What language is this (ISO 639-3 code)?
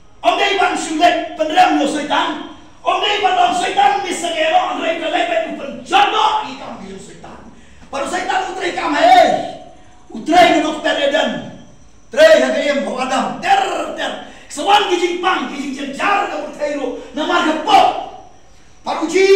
kha